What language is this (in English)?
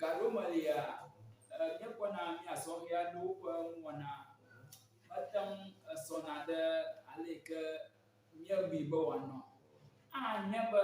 Ewe